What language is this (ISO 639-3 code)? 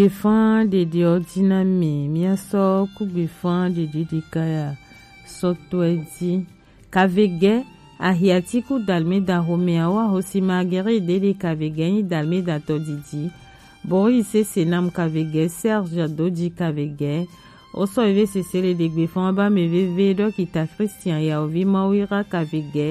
gej